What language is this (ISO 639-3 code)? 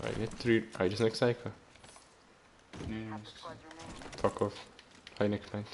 gsw